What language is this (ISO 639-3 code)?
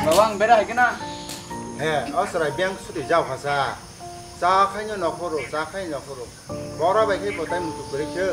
trp